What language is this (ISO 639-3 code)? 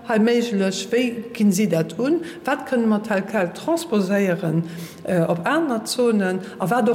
ltz